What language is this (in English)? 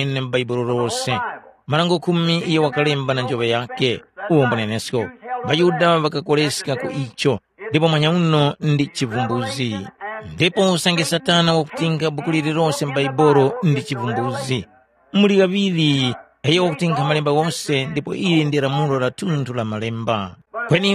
Tumbuka